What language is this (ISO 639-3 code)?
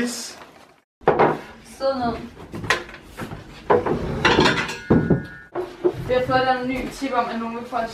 dan